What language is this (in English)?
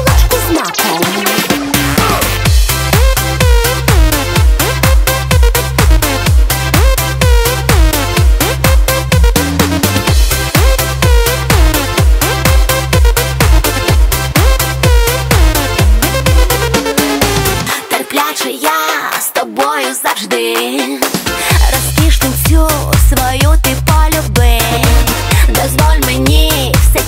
Ukrainian